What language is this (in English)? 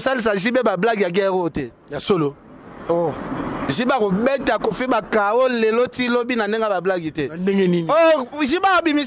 Lingala